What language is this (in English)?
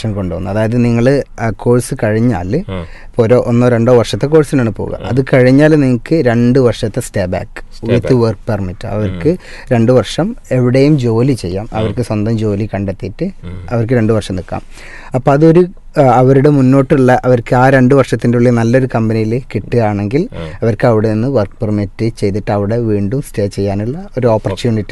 Malayalam